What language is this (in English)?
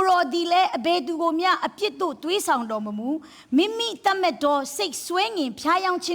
Kachin